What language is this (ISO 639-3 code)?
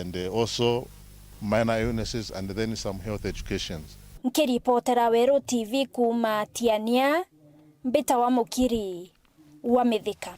mer